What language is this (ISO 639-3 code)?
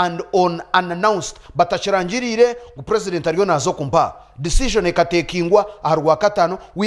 nyn